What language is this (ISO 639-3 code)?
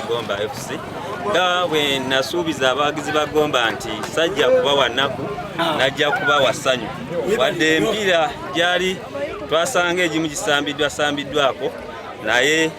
lug